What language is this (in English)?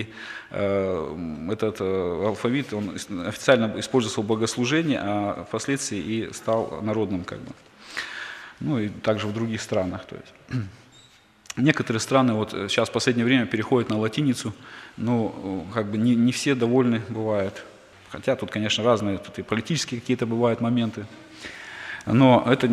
Russian